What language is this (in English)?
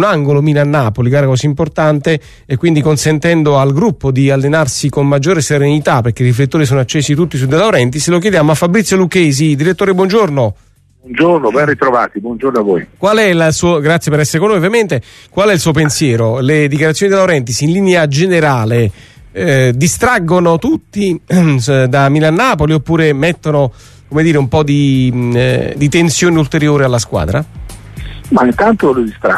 Italian